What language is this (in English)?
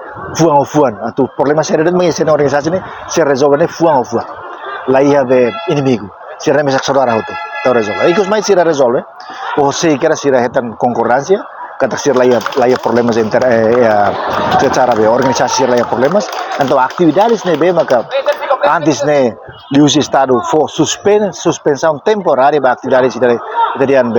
Tetum